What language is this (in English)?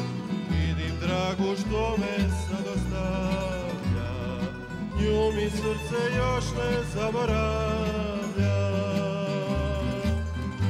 Croatian